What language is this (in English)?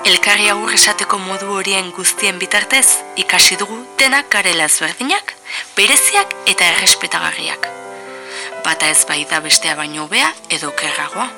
Basque